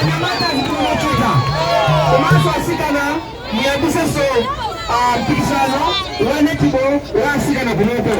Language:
Nyanja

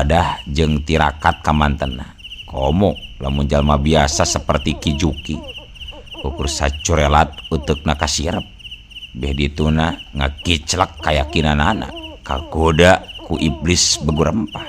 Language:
Sundanese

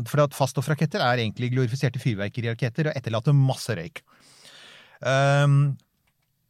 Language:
Norwegian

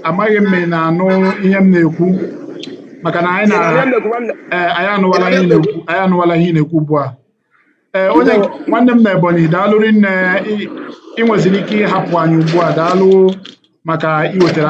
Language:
Igbo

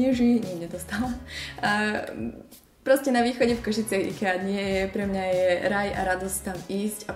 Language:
Slovak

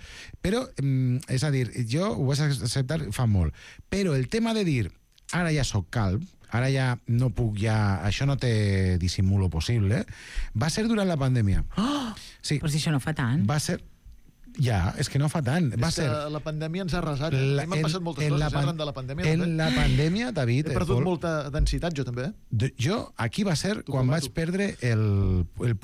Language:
Catalan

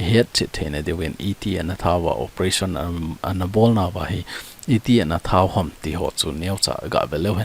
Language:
Thado Chin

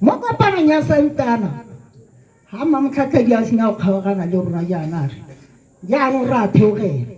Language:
Tswana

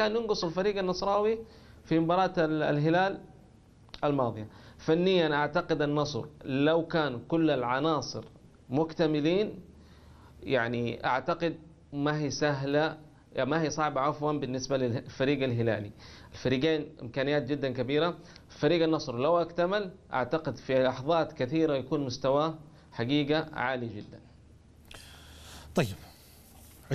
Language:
Arabic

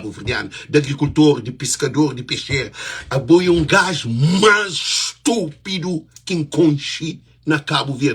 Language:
Kabuverdianu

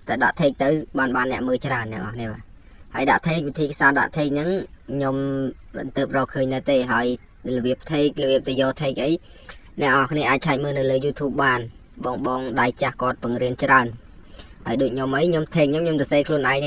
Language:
Khmer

